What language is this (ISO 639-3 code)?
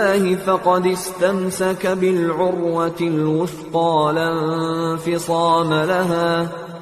fas